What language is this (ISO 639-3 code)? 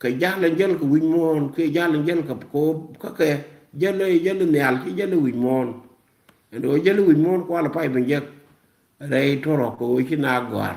nus